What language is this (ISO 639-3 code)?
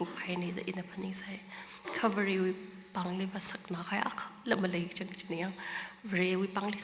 nmf